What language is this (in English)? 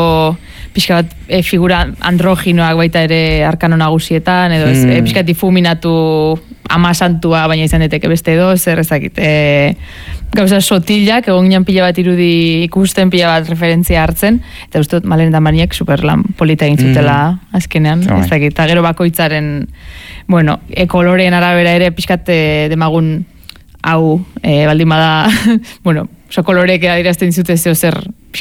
Basque